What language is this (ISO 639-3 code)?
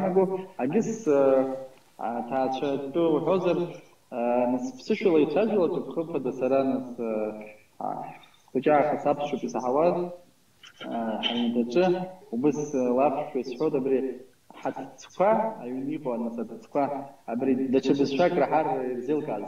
abk